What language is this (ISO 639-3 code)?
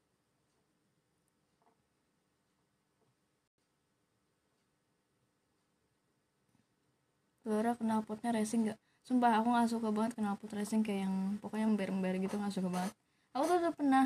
ind